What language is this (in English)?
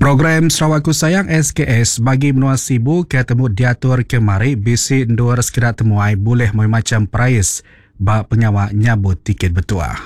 Iban